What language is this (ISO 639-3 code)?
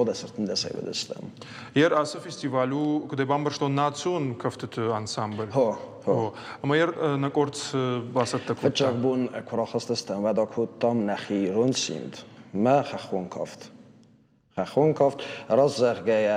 oss